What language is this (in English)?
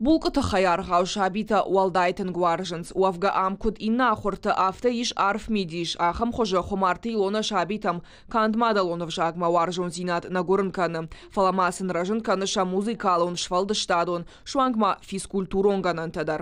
Ossetic